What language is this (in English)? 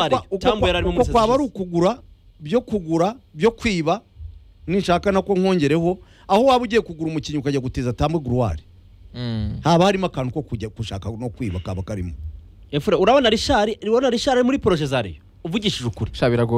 Kinyarwanda